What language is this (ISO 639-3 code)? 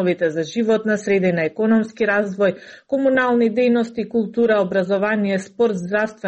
mkd